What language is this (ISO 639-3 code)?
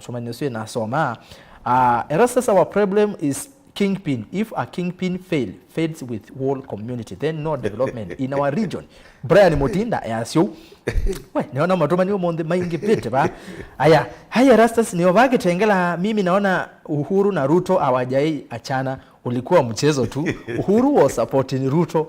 kam